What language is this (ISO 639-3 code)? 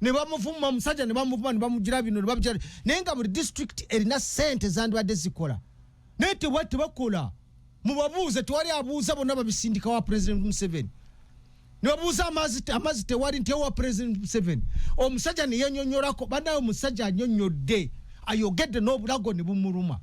lug